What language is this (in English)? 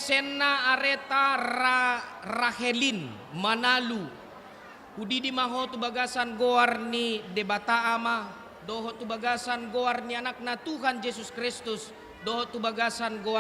Batak Toba